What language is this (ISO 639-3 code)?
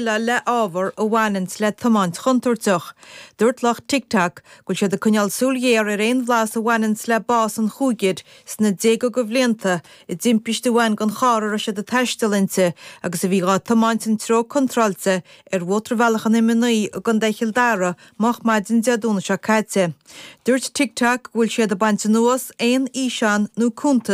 gle